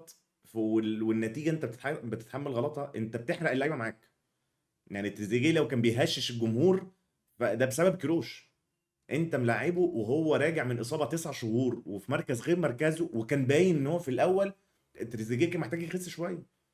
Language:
Egyptian Arabic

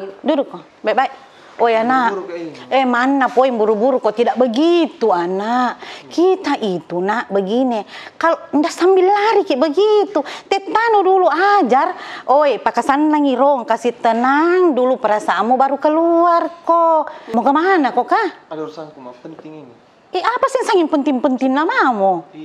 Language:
Makassar Malay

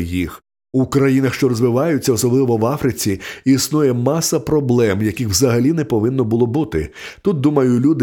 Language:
Ukrainian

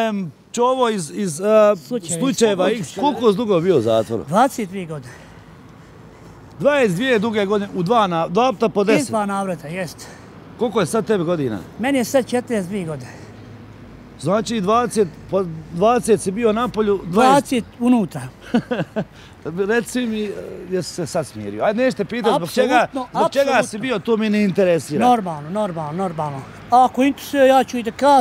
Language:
Bosnian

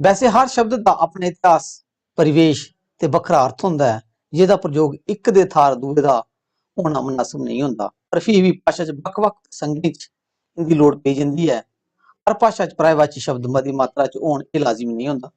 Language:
Dogri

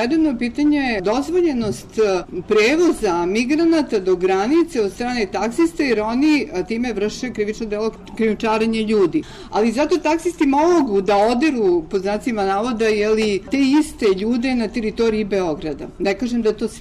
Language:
Serbian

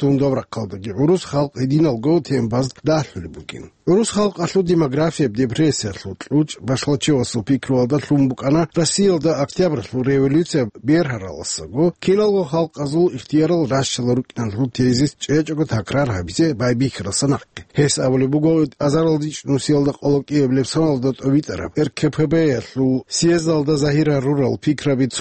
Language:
Avaric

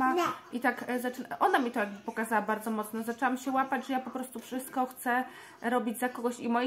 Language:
Polish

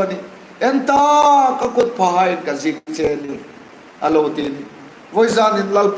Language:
Hmar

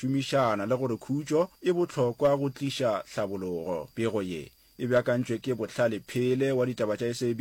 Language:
Northern Sotho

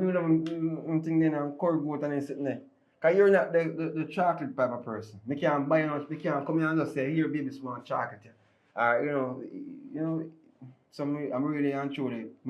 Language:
Jamaican Creole English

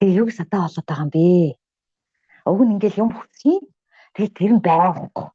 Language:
Mongolian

